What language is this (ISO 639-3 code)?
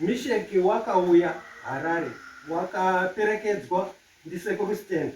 sna